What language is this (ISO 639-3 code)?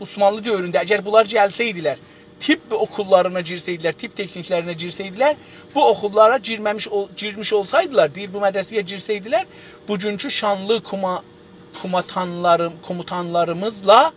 azb